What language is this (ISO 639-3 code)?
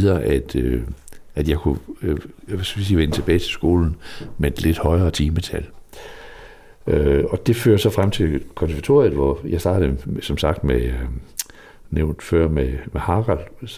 dan